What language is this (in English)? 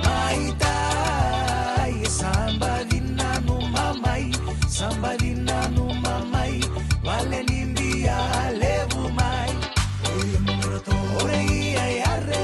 Fijian